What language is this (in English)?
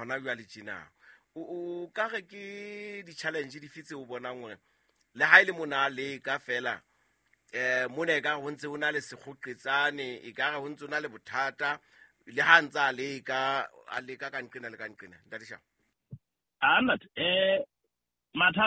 Southern Sotho